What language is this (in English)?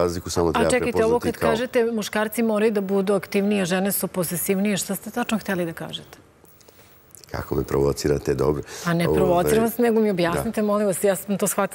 Serbian